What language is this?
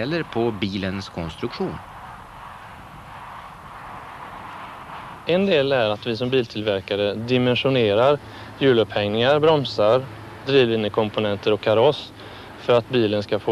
Swedish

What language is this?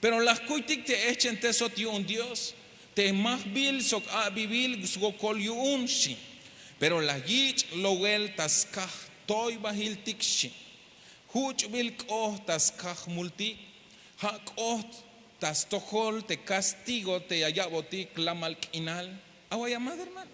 Tzeltal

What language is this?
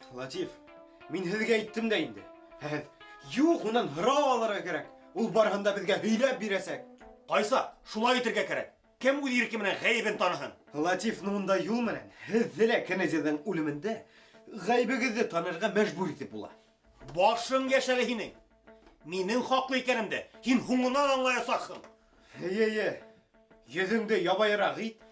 Bashkir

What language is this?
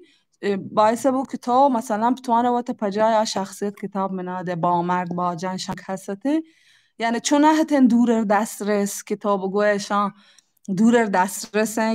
Baluchi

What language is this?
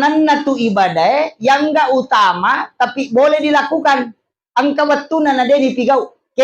Buginese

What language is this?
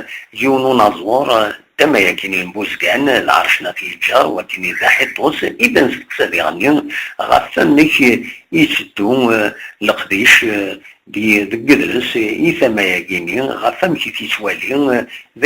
Kabyle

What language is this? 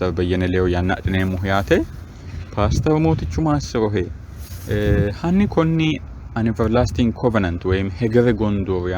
Sidamo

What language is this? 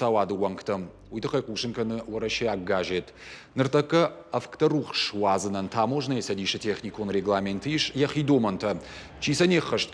Ossetic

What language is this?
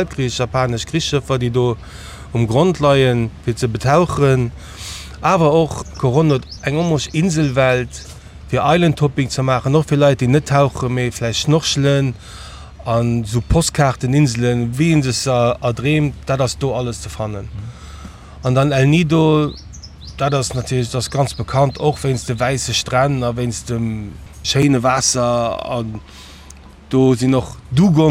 Luxembourgish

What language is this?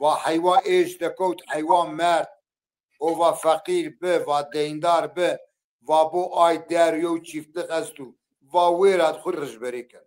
Zaza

